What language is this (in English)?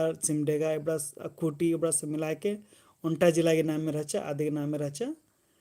Kurukh